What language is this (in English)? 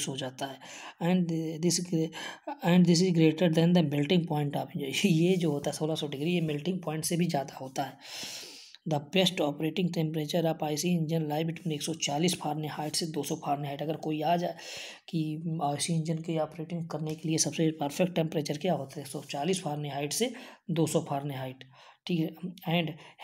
Hindi